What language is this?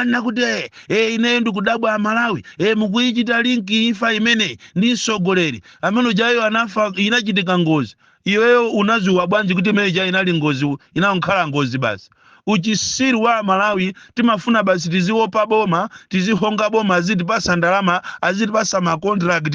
Nyanja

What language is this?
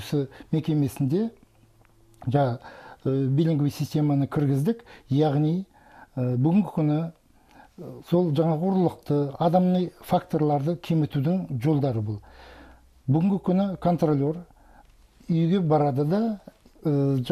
Kazakh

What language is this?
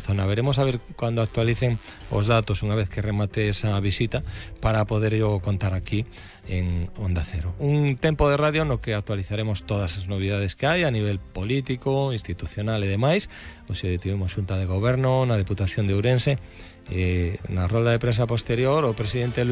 Galician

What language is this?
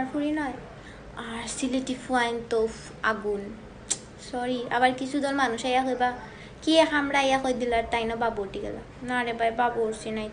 Sylheti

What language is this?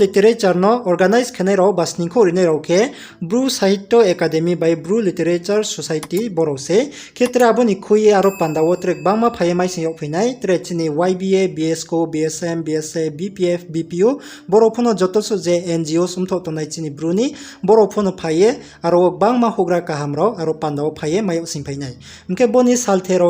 Riang (India)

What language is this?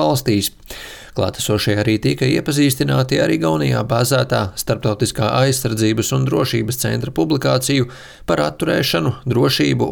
Latvian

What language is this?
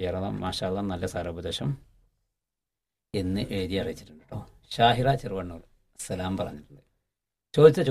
Malayalam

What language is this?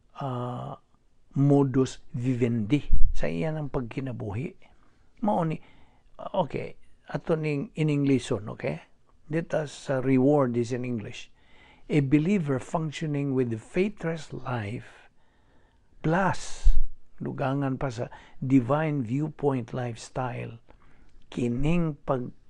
Cebuano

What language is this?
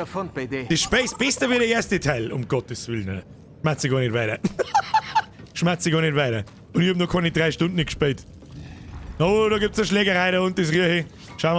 Bavarian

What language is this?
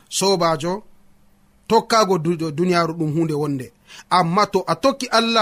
Nigerian Fulfulde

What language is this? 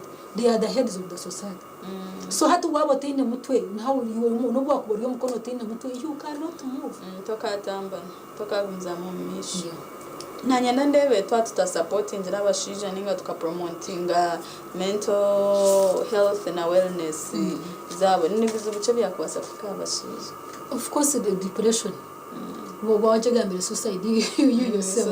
Nyankole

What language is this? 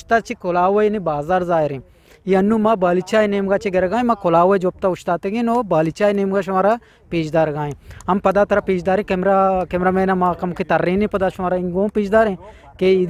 Eastern Balochi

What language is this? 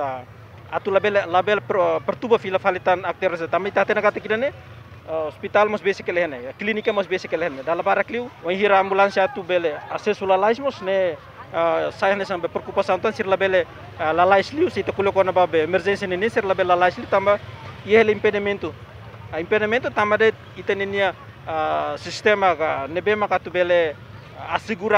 Tetum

